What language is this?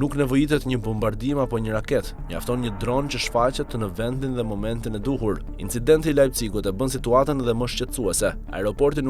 Albanian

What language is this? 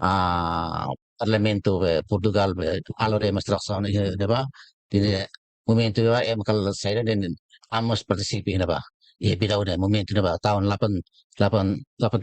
Tetum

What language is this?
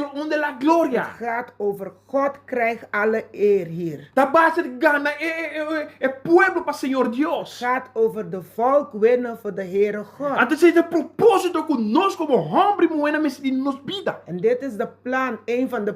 Papiamento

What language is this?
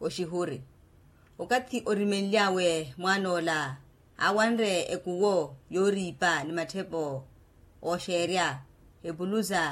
Makhuwa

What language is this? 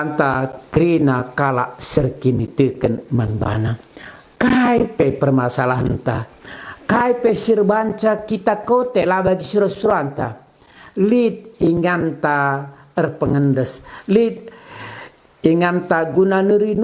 Batak Karo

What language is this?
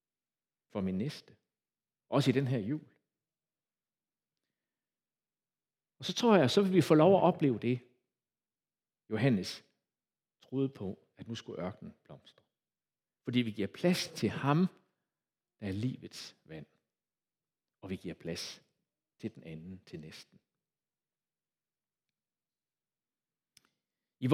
Danish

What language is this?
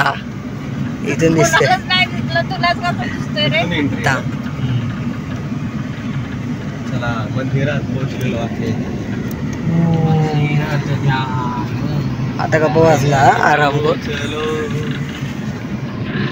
Marathi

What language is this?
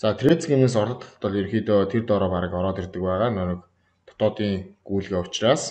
Mongolian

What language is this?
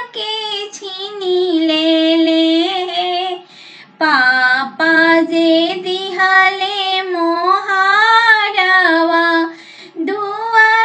Bhojpuri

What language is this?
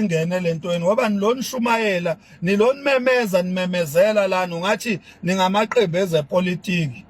Zulu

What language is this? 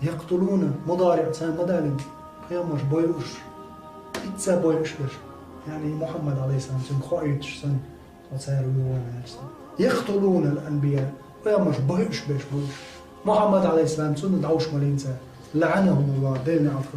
Chechen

